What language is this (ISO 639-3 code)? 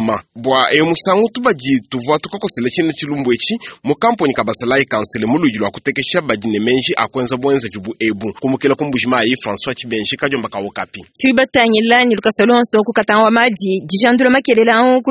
lua